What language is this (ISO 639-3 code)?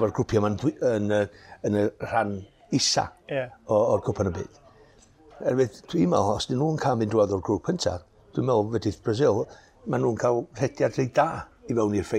cym